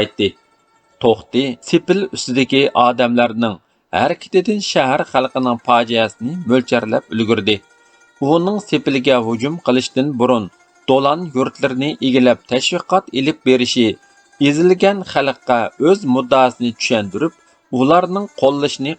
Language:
Uyghur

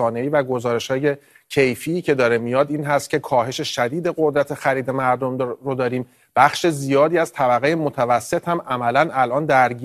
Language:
Persian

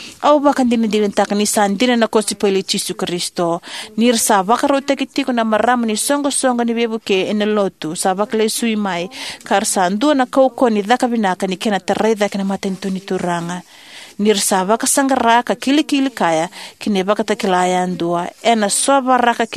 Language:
Fijian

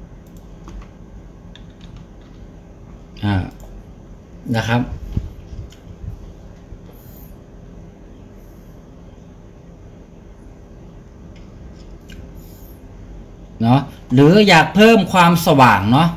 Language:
Thai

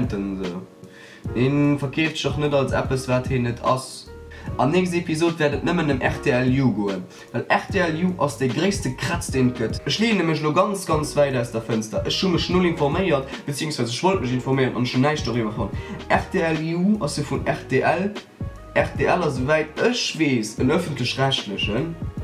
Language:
Luxembourgish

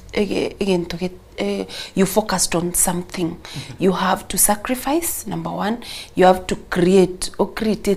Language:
Gusii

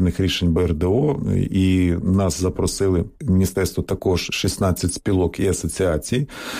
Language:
Ukrainian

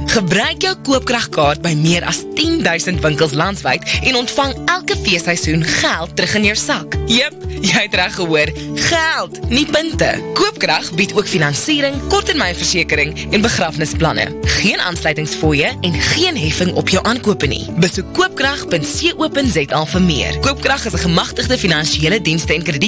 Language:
Afrikaans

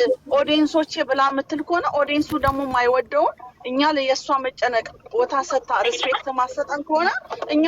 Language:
Amharic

